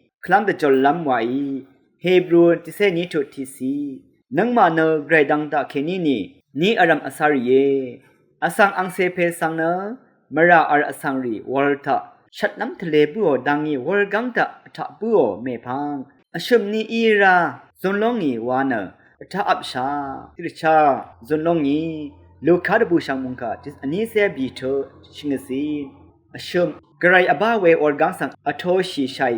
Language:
Rawang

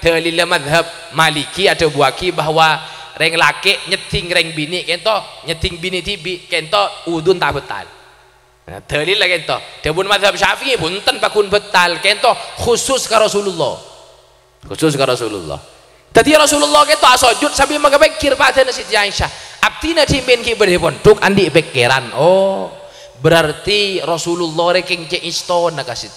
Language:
Madurese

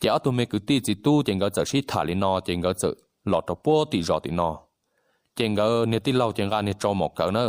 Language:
Hmong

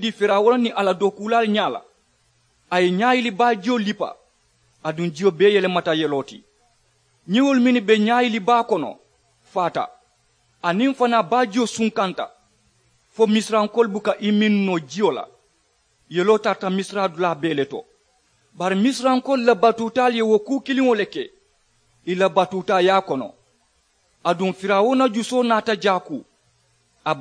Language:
Mandingo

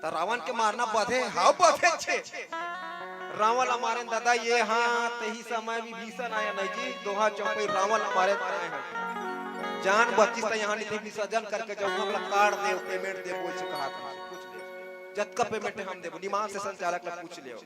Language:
Chhattisgarhi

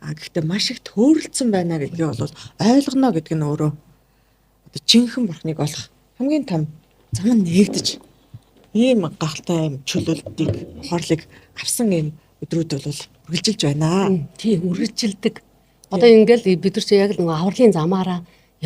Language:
Mongolian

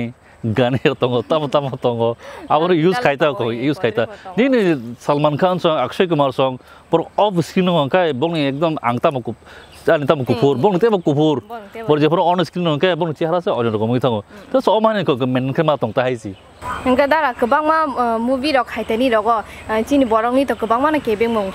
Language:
Kok Borok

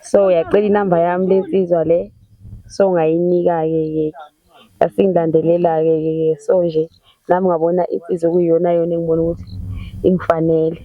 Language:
Zulu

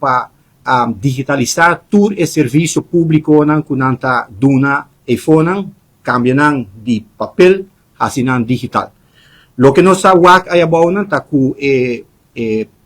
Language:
Papiamento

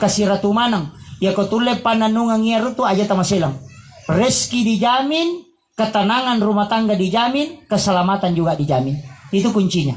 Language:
Buginese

